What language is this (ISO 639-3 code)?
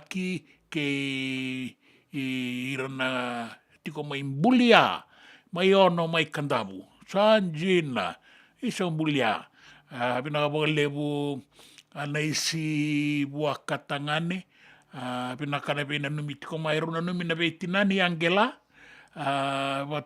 fij